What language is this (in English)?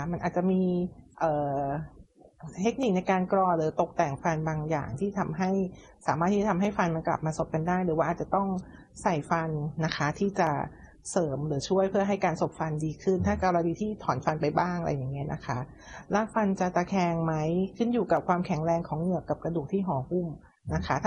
Thai